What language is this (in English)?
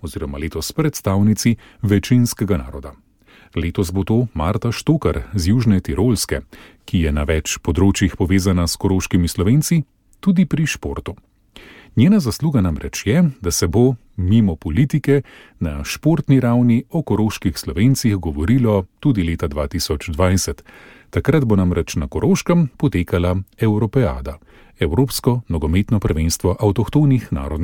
Slovenian